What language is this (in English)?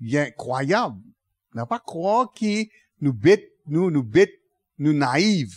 Morisyen